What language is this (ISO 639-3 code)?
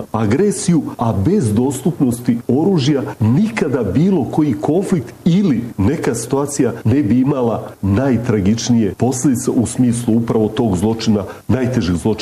bos